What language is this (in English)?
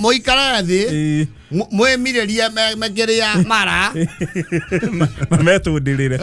Kikuyu